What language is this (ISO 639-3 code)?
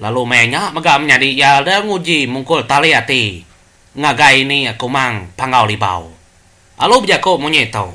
iba